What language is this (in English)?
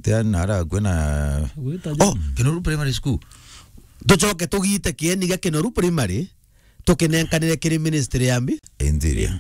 Meru